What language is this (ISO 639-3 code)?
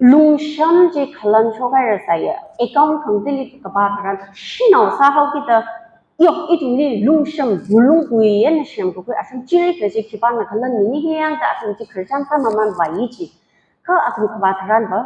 nmf